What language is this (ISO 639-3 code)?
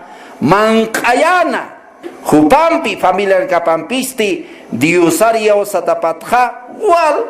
aym